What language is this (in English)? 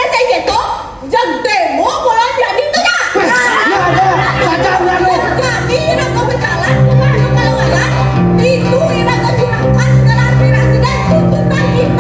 Balinese